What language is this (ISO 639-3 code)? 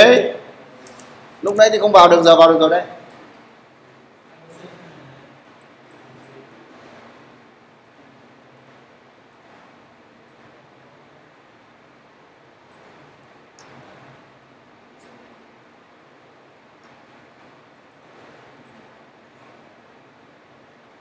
vie